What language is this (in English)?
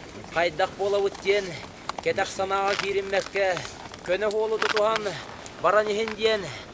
Yakut